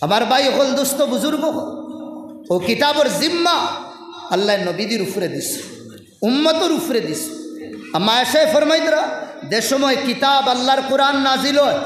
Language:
Sylheti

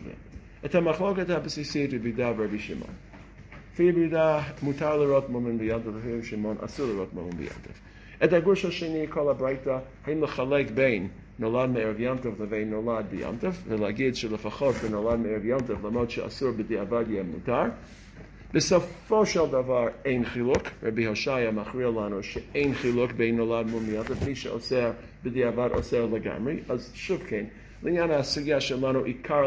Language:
Hebrew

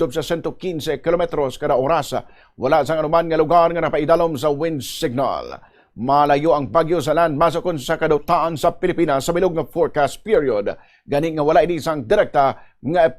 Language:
Hiligaynon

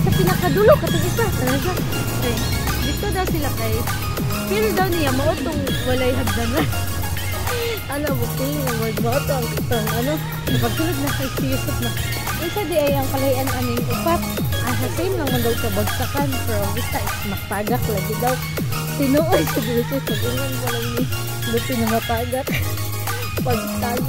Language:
Cebuano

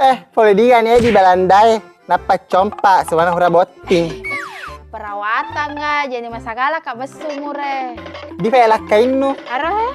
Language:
Buginese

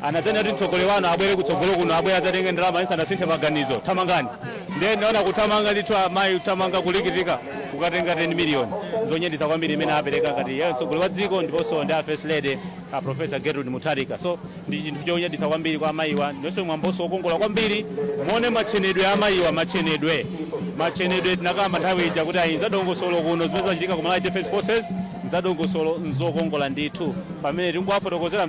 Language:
Nyanja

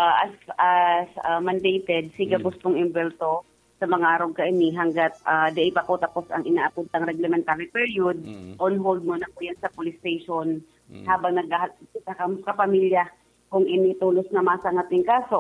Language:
Bikol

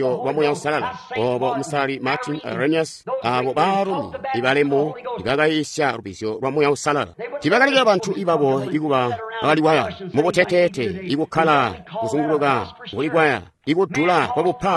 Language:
Tonga (Zambia)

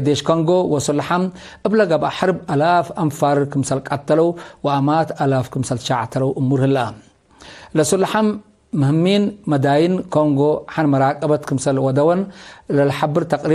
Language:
Tigre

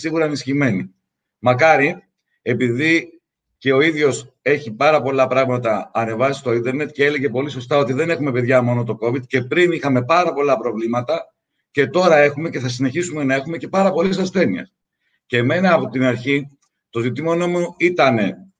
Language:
Greek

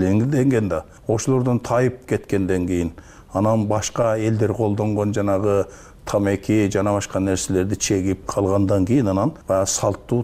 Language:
Kyrgyz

